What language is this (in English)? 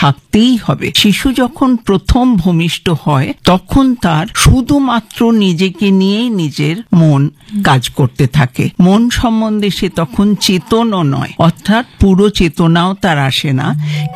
Bangla